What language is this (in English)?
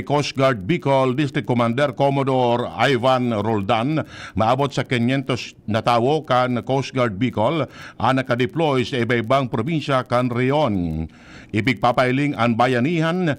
Bikol